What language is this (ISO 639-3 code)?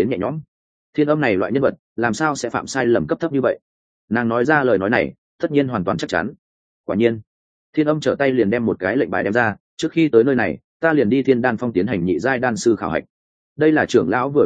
vie